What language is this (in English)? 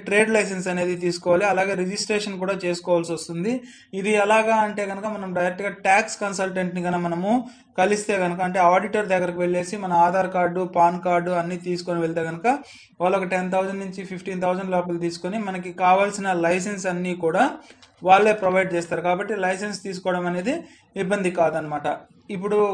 Telugu